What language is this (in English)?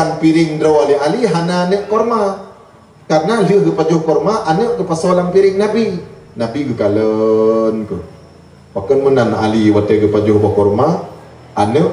Achinese